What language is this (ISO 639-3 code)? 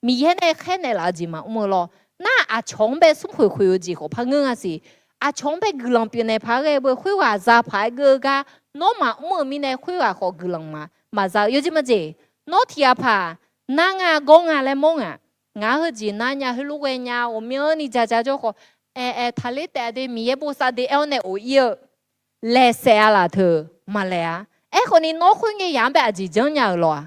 ahk